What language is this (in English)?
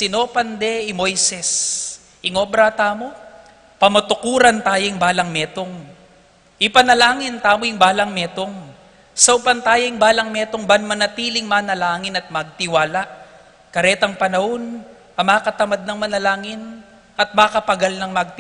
Pampanga